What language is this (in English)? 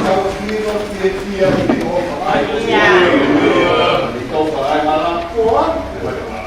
Tongan